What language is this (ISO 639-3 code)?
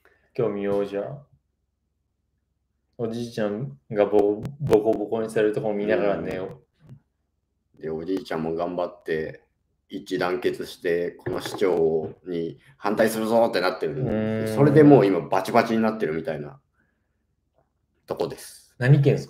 jpn